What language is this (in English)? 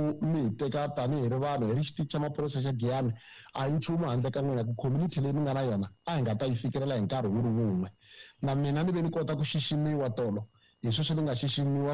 Tsonga